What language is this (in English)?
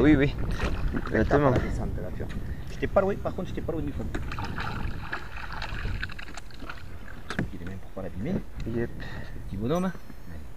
French